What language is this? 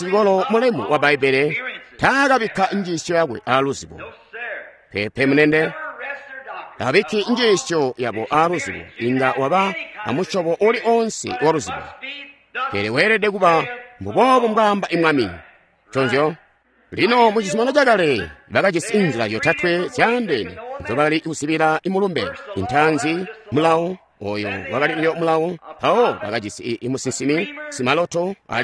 Tonga (Zambia)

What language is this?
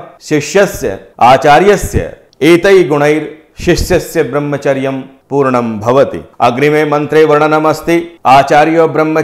Sanskrit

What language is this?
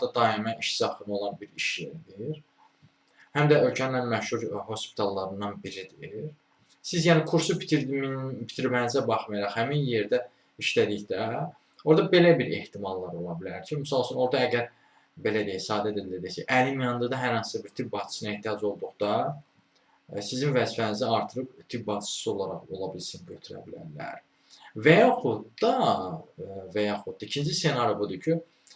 Azerbaijani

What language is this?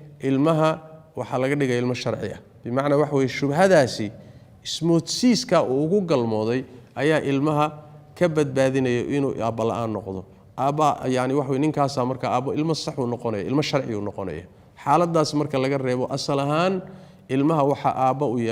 Somali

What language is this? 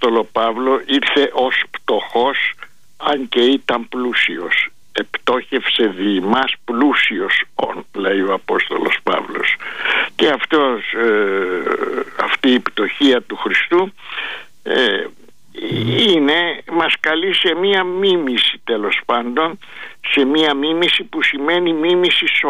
Greek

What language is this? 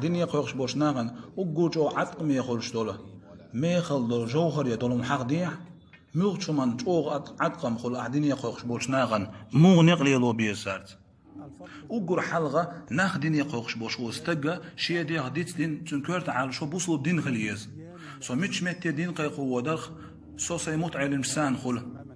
Chechen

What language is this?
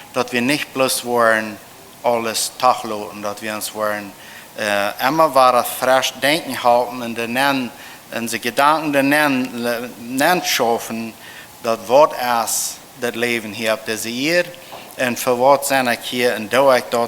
Plautdietsch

